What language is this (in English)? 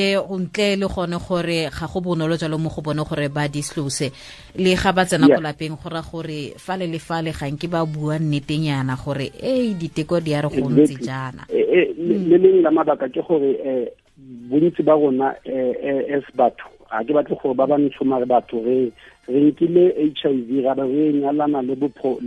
Tswana